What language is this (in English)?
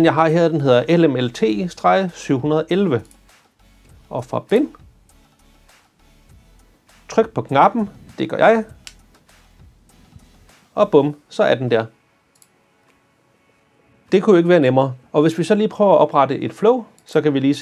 Danish